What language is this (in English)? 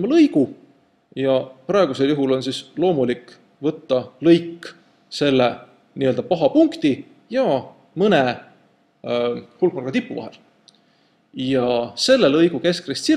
Estonian